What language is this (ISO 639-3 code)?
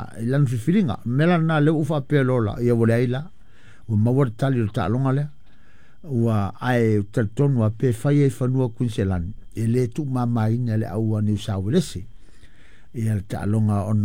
smo